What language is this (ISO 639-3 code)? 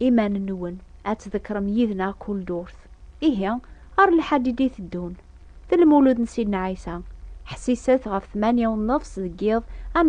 kab